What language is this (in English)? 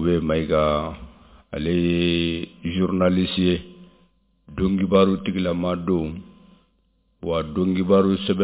Bambara